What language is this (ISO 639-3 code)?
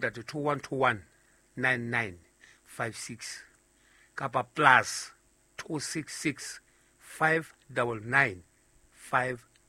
sot